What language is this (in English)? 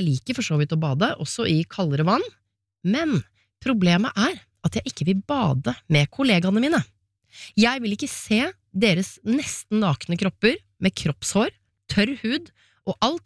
Norwegian